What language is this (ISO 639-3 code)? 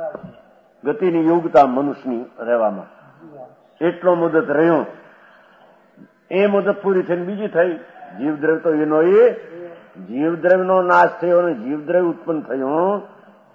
guj